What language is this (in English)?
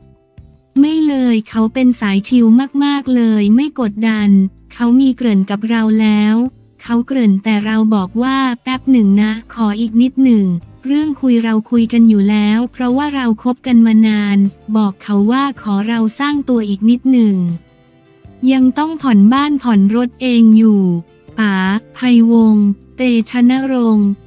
Thai